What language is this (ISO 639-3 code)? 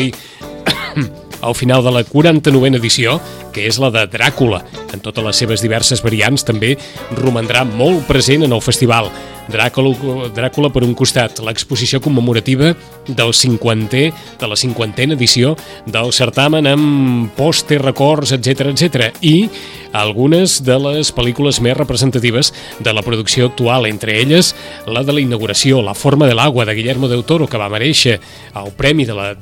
cat